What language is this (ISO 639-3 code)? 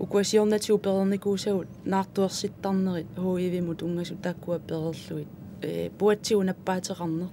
kal